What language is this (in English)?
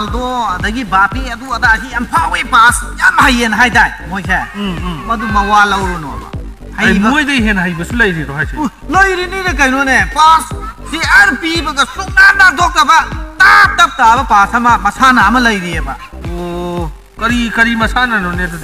Manipuri